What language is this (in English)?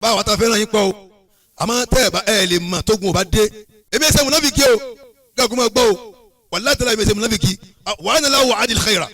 Yoruba